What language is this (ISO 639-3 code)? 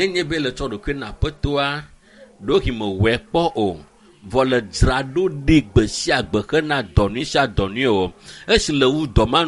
ewe